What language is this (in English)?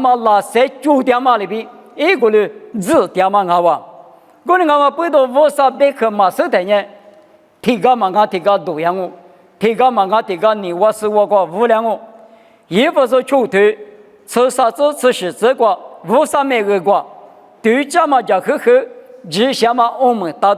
Lisu